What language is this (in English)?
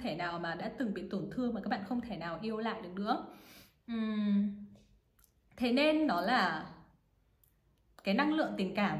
Vietnamese